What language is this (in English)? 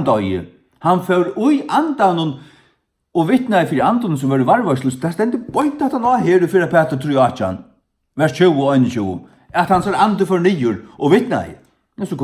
Faroese